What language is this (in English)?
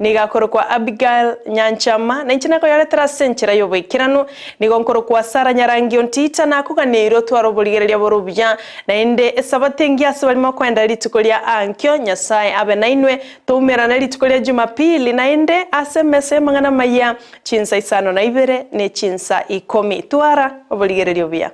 Gusii